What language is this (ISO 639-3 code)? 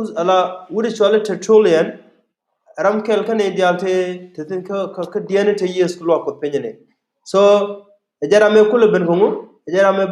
nus